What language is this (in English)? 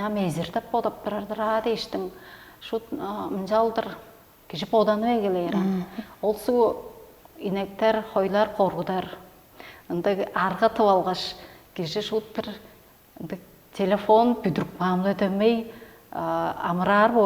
Tuvinian